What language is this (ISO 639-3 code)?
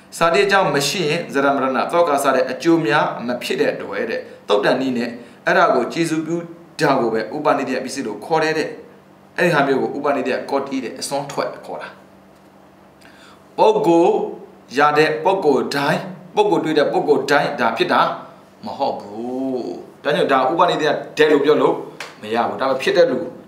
mya